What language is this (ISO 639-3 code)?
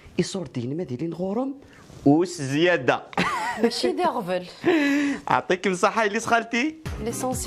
kab